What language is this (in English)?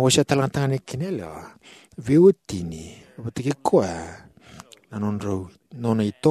Fijian